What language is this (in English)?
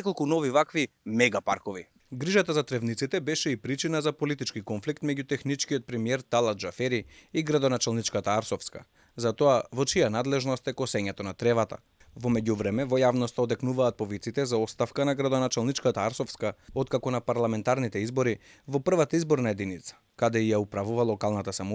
Macedonian